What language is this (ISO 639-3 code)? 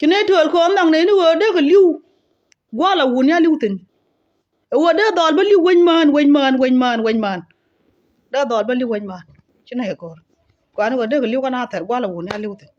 nus